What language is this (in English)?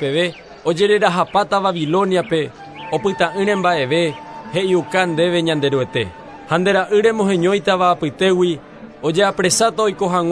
Guarani